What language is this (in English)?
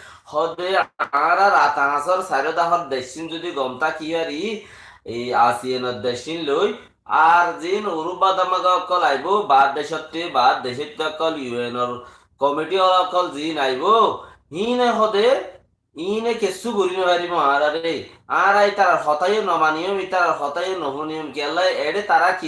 Rohingya